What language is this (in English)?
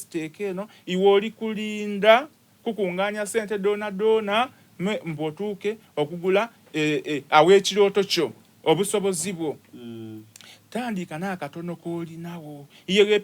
Soga